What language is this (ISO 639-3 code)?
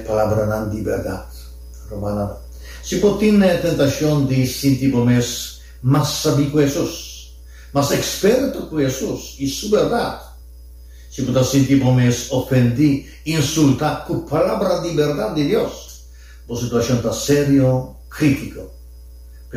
pap